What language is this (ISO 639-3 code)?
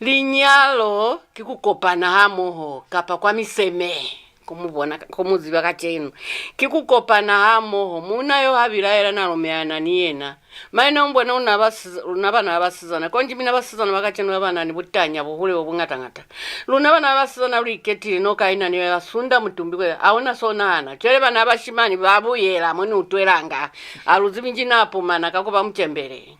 loz